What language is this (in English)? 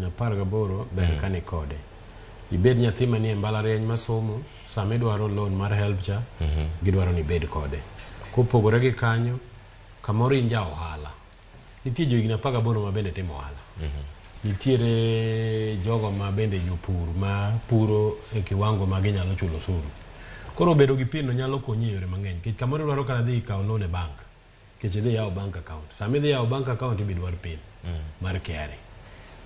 Luo (Kenya and Tanzania)